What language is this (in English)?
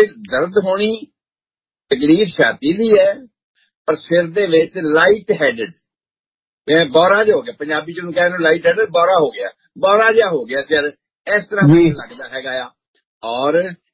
Punjabi